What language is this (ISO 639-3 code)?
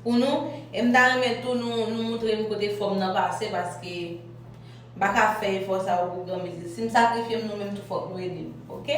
hat